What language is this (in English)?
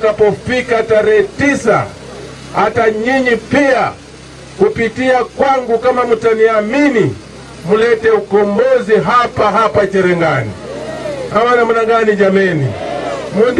Swahili